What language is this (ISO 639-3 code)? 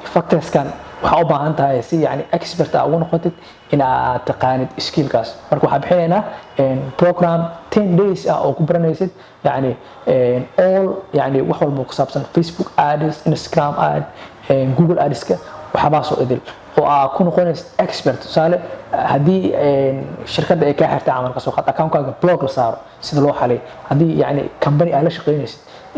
som